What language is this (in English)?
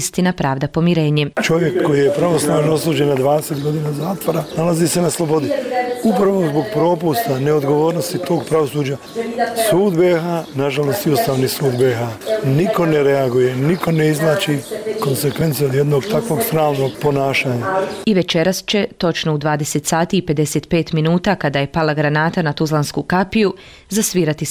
Bosnian